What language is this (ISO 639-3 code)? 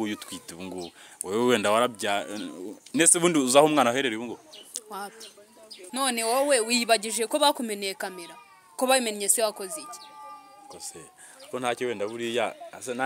kin